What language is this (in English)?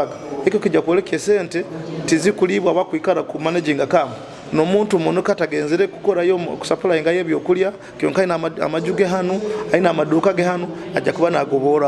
Nyoro